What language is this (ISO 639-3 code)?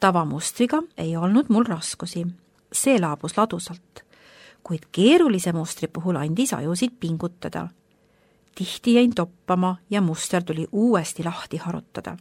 est